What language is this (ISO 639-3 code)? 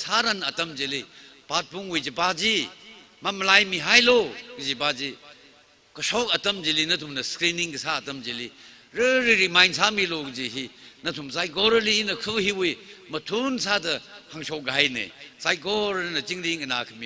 nmf